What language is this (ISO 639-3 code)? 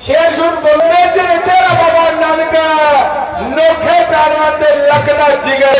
doi